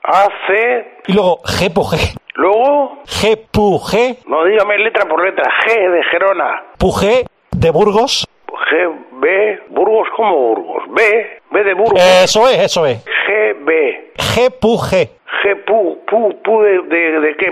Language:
Spanish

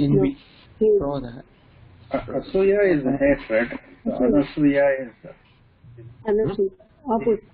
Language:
Sanskrit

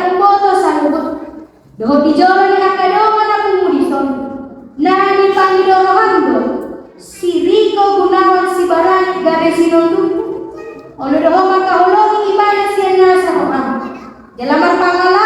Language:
Batak Toba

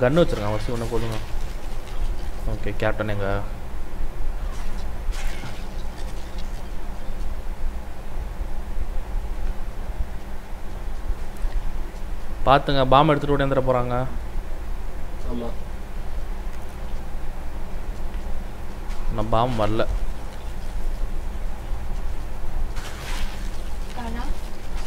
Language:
Tamil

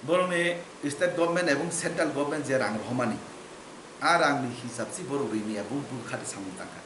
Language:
Kok Borok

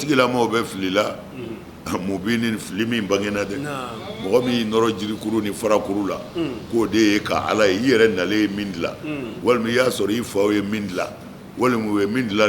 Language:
Bambara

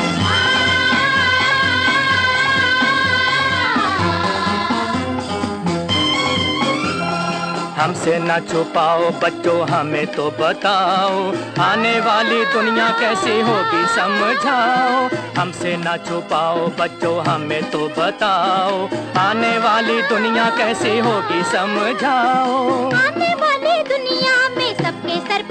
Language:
Hindi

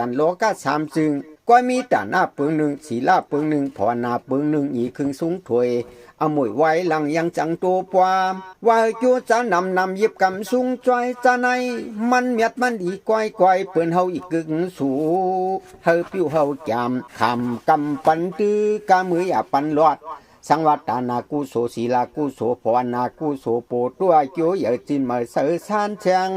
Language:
Shan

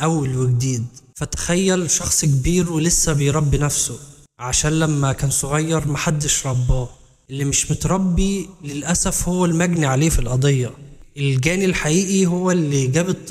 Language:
Egyptian Arabic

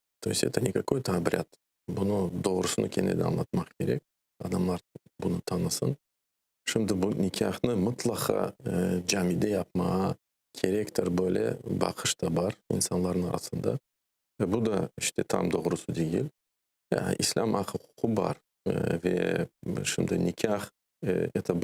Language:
Crimean Tatar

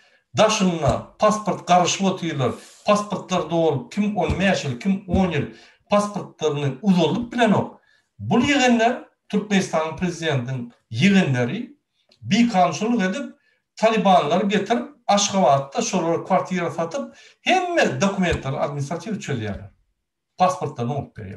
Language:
Turkmen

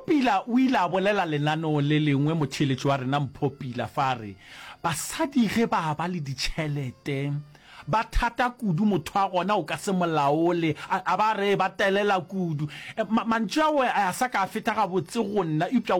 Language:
Northern Sotho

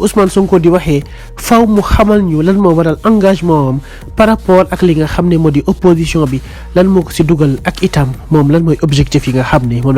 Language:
Wolof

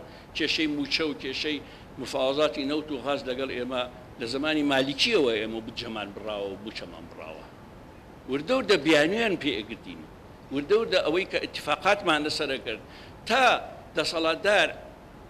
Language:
Central Kurdish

